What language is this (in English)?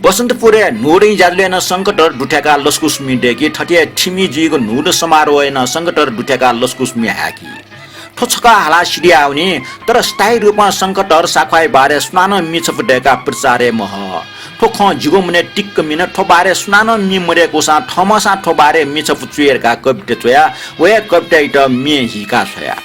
Newari